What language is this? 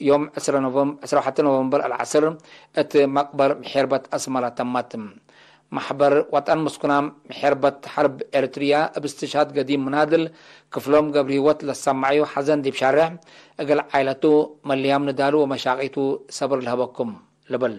Tigre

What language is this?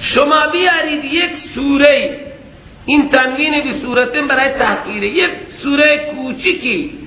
Persian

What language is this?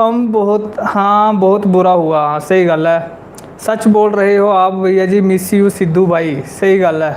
Dogri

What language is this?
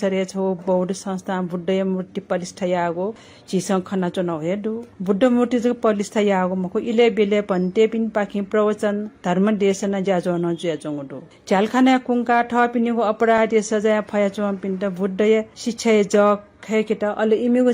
Newari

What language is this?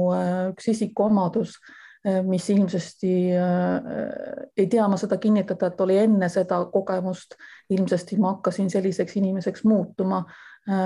Estonian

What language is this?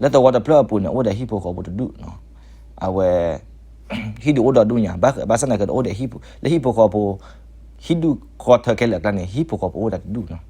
S'gaw Karen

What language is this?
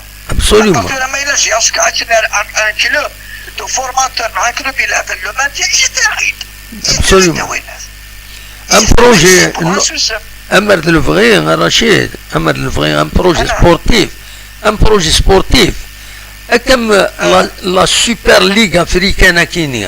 Kabyle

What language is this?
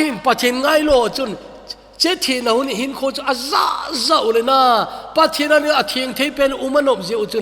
Thado Chin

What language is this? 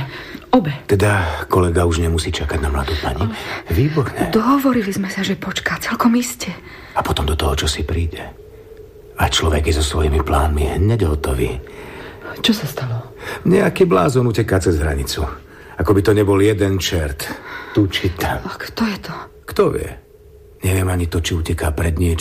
Slovak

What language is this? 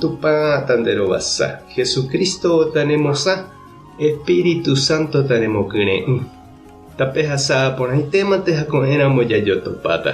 Guarani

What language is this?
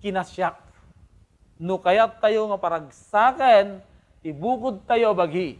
Iloko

